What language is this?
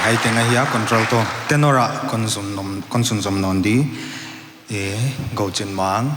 Paite Chin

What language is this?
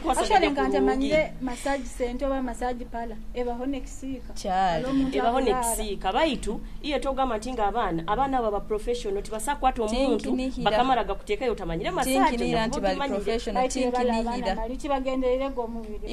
Nyoro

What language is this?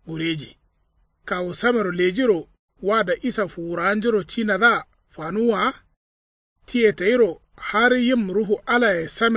Kanuri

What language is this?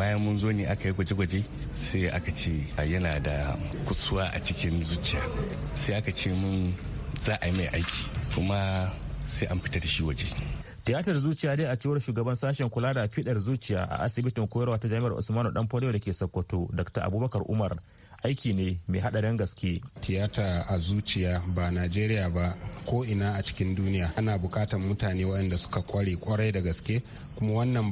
Hausa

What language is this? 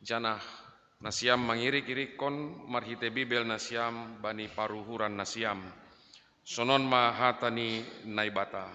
Batak Simalungun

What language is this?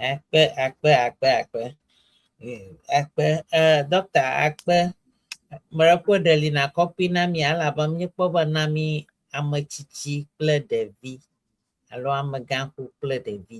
Ewe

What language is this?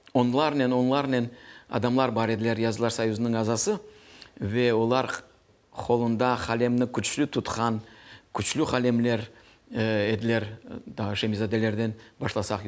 Crimean Tatar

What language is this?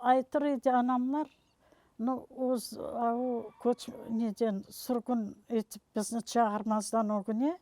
Tatar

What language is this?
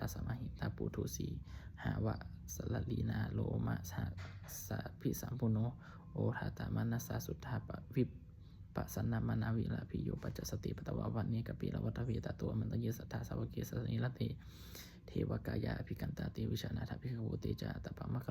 Pali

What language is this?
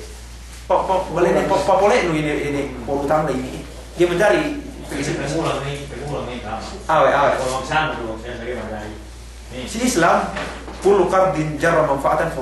Yakan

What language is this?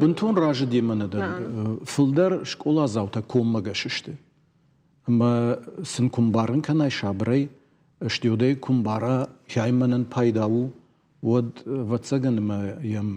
Ossetic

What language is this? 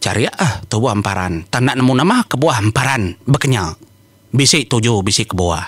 Iban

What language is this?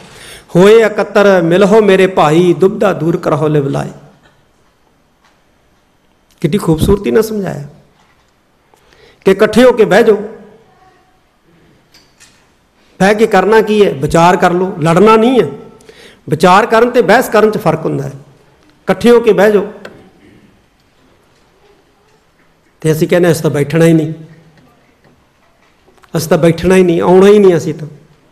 Punjabi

